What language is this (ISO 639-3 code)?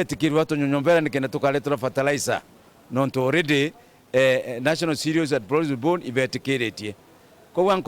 mer